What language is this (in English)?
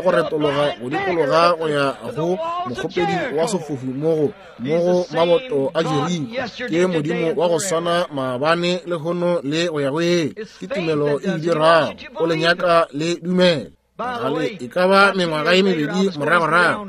Northern Sotho